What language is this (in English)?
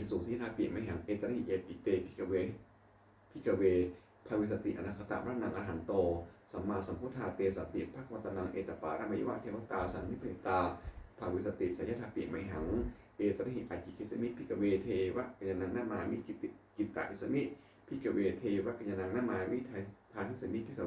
Pali